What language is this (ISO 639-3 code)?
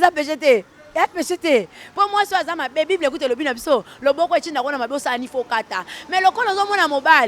lin